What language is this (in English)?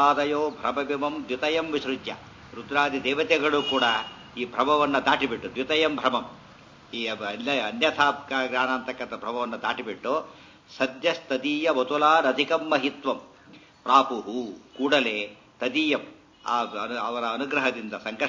Kannada